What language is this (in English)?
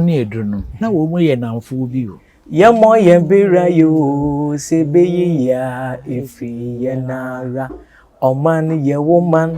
Akan